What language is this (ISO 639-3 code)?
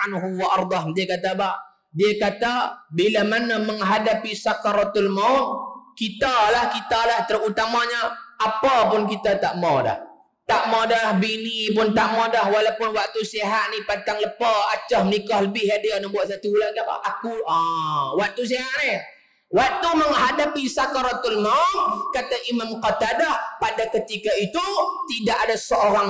msa